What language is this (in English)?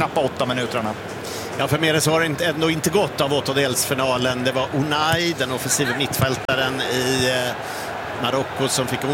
Swedish